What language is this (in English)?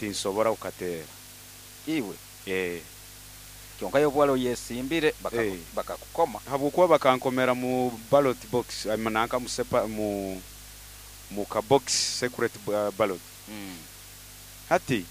Nyoro